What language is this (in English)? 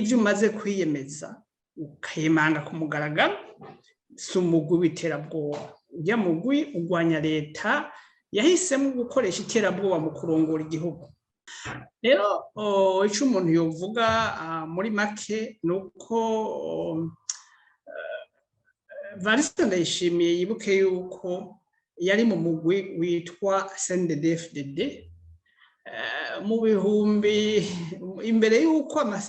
Rundi